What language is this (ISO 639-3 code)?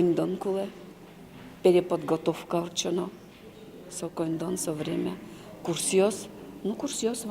udm